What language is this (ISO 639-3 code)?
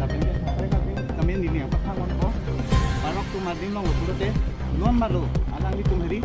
mjw